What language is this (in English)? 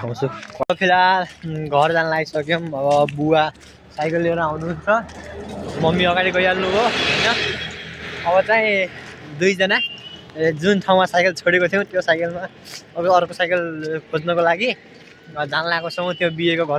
Nepali